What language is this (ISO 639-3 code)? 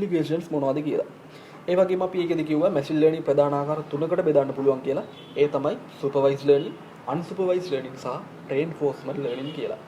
sin